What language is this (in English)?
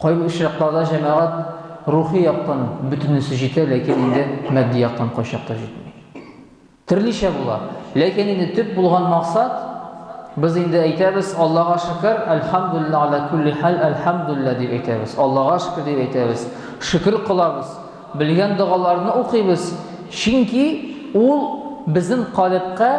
Tatar